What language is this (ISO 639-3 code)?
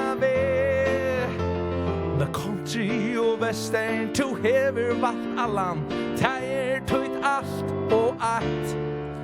fao